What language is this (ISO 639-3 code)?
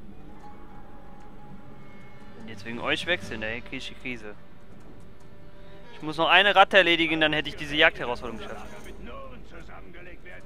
deu